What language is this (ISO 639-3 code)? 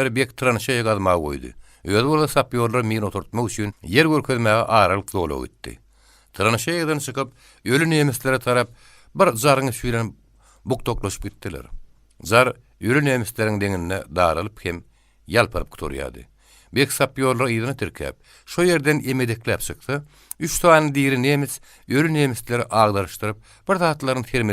tuk